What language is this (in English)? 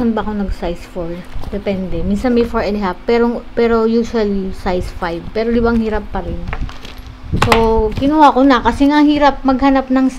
Filipino